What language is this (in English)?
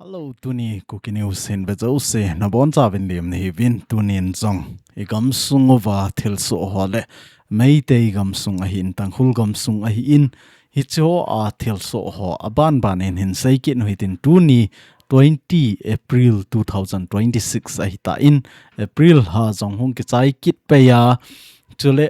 Thado Chin